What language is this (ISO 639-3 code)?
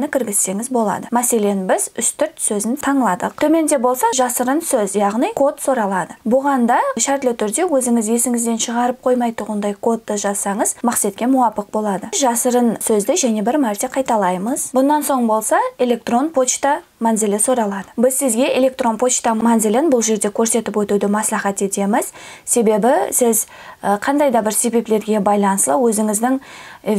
kaa